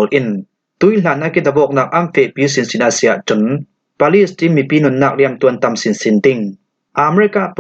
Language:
Falam Chin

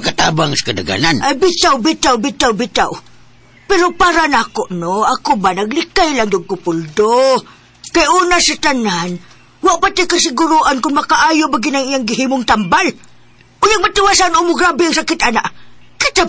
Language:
Cebuano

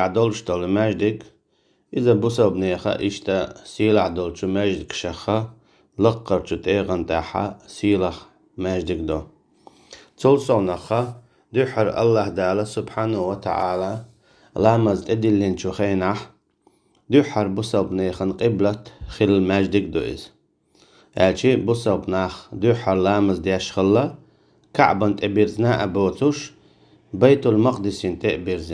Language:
Chechen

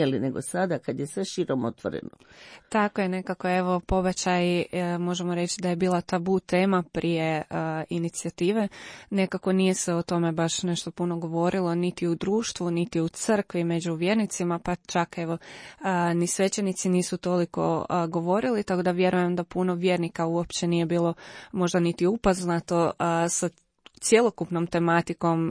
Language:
Croatian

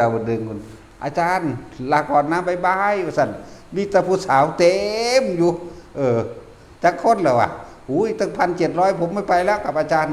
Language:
Northeastern Thai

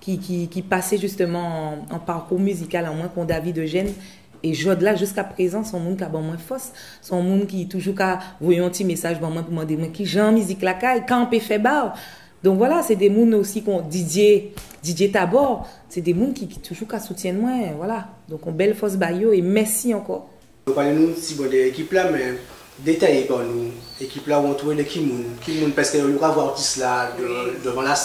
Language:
Guadeloupean Creole French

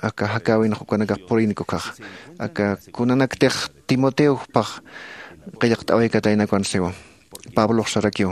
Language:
Aymara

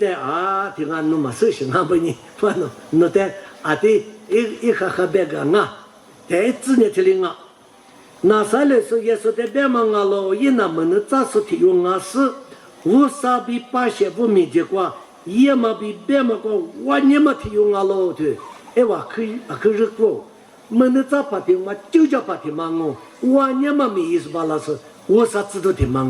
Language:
Lisu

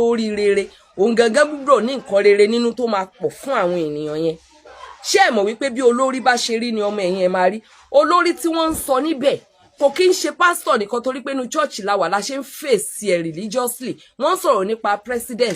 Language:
Yoruba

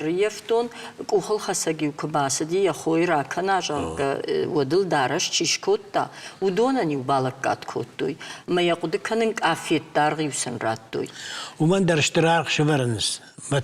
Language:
Ossetic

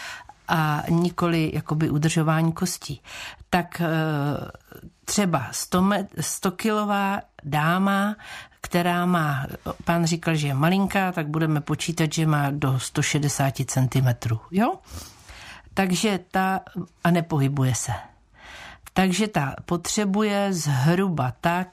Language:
Czech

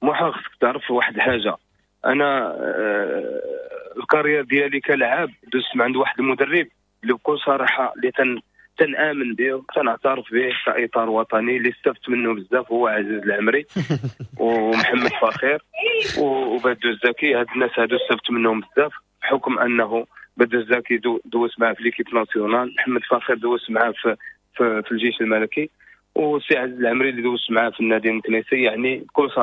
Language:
Moroccan Arabic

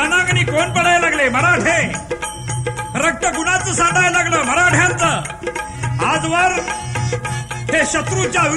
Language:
Marathi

